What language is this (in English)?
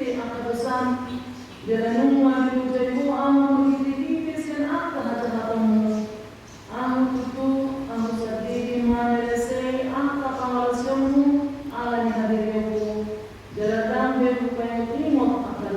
Batak Toba